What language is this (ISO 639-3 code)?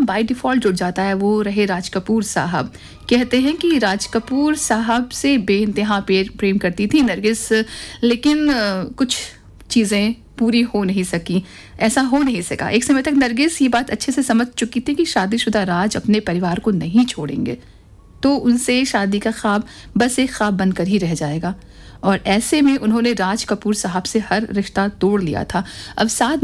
hin